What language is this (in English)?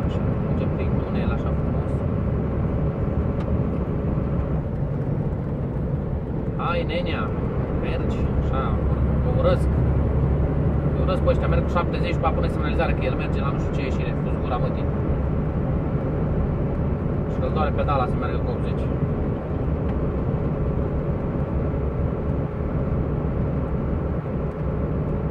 Romanian